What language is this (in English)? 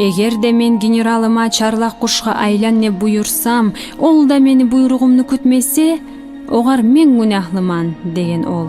Kumyk